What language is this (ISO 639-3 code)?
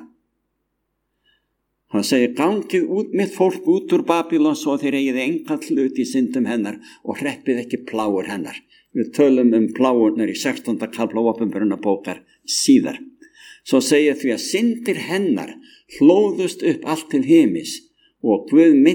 isl